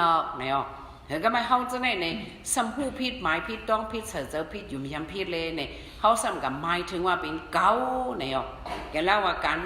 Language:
Shan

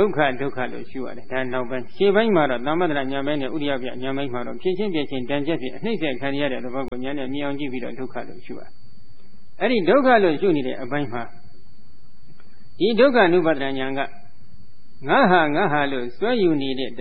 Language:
Burmese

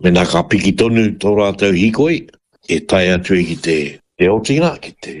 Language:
Māori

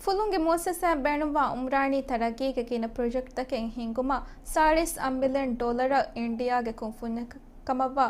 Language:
Divehi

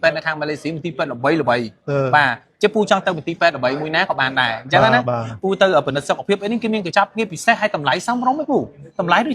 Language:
Khmer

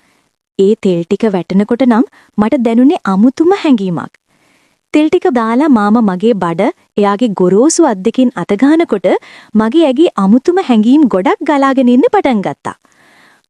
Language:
Sinhala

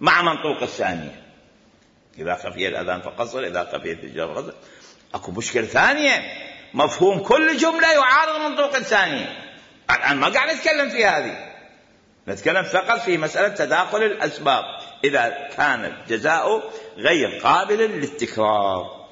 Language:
Mesopotamian Arabic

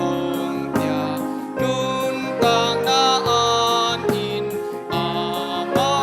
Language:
Tedim Chin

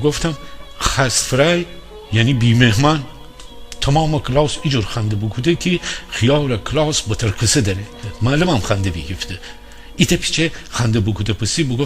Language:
Gilaki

